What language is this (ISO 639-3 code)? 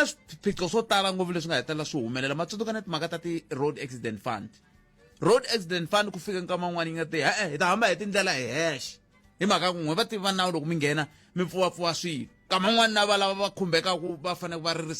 tso